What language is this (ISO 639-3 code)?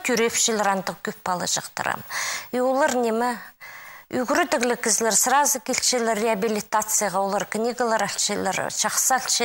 kjh